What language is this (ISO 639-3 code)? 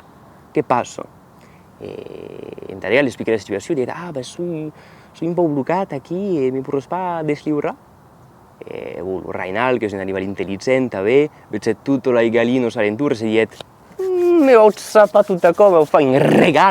oci